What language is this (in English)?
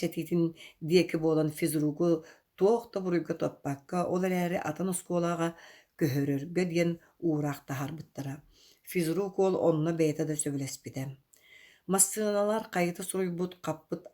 Yakut